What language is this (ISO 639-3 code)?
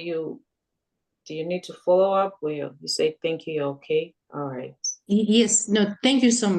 eng